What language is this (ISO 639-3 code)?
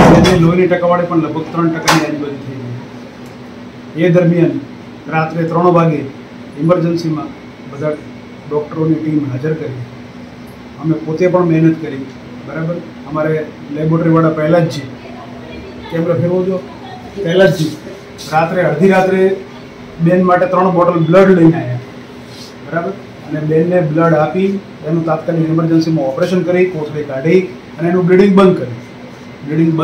guj